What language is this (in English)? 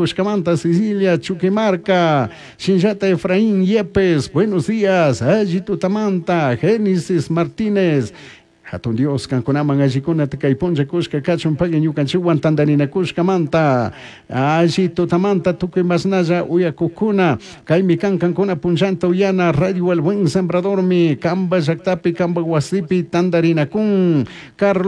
Chimborazo Highland Quichua